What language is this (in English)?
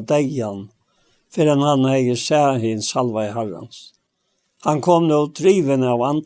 Faroese